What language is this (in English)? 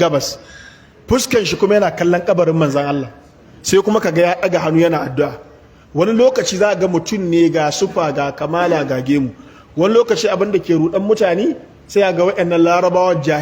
Hausa